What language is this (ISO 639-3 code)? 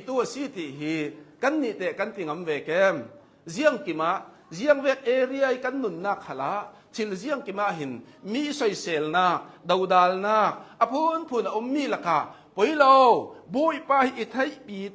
cnh